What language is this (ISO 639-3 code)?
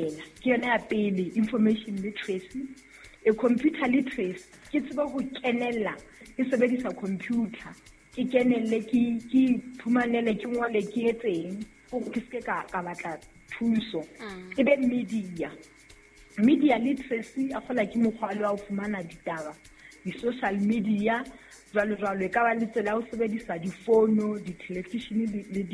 sot